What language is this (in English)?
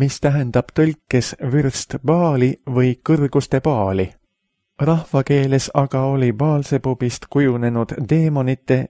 Estonian